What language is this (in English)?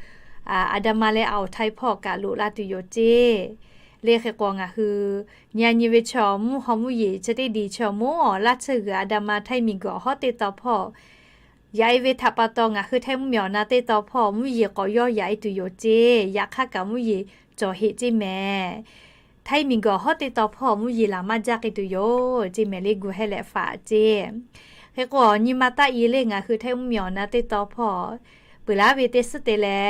Lahu